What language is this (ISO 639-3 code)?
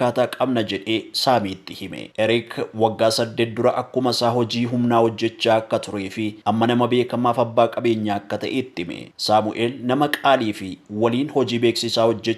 orm